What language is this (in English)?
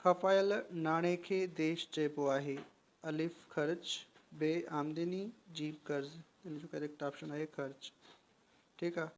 Sindhi